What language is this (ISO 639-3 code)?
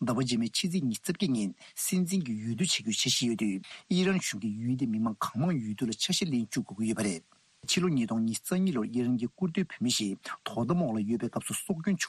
bod